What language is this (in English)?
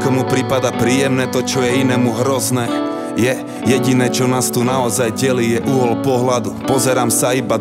Slovak